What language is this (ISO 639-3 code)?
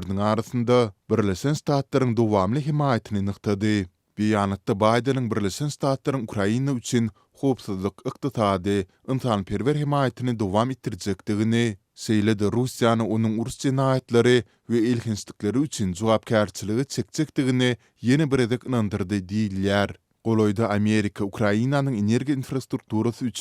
tuk